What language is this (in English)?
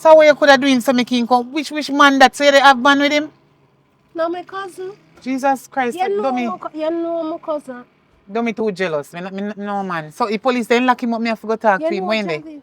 Jamaican Creole English